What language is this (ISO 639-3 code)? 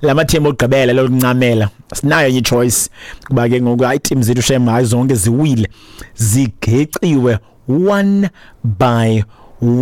xho